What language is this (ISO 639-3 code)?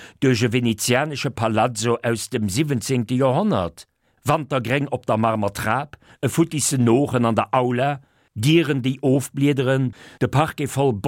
ltz